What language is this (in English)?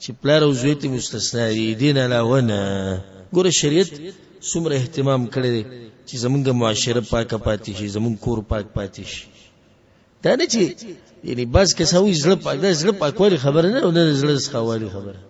Pashto